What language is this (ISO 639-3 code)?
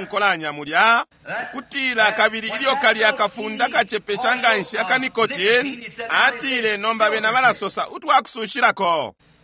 bem